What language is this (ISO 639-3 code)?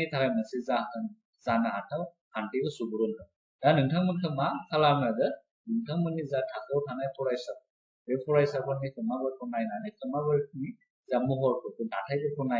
brx